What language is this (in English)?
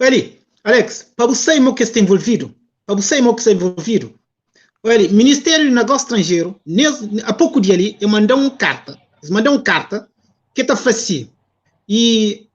Kabuverdianu